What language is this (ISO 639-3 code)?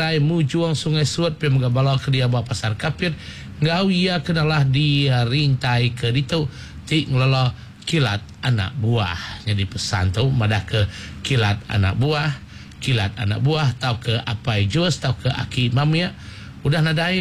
iba